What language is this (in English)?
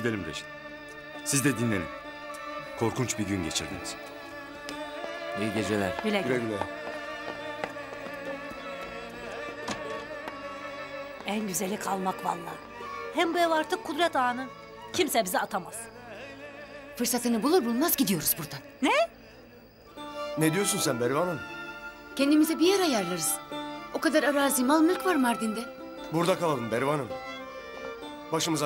Turkish